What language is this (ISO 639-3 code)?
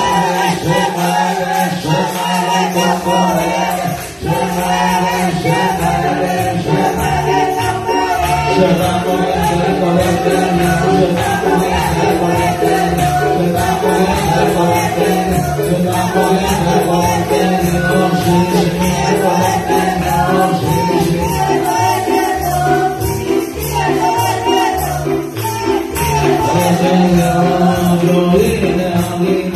spa